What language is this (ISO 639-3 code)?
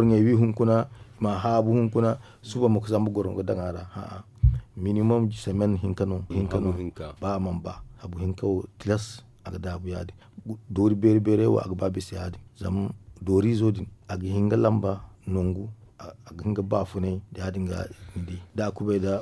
dje